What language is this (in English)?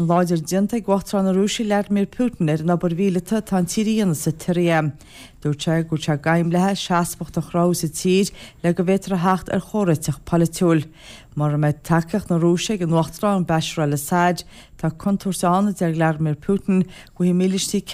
Irish